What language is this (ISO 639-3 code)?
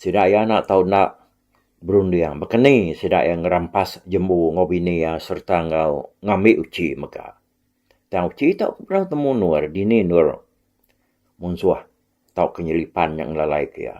iba